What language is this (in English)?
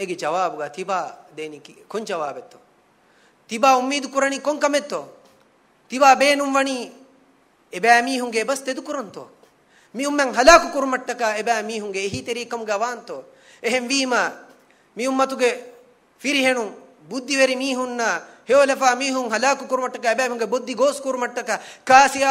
Divehi